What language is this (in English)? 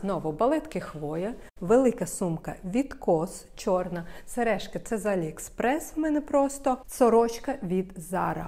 Ukrainian